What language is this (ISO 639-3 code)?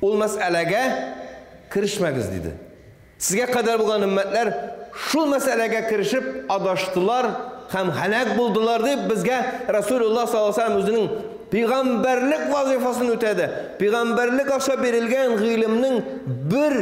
tat